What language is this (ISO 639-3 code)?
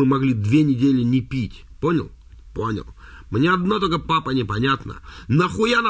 rus